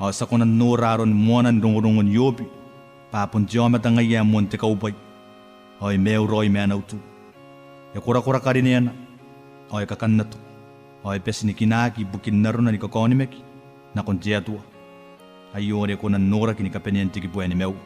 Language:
Gilbertese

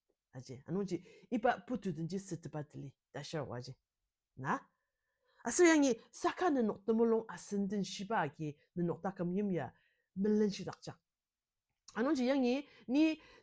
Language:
Ao Naga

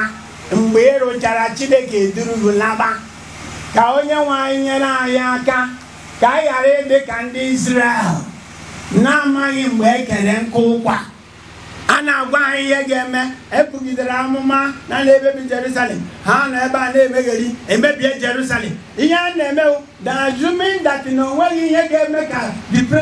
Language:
Igbo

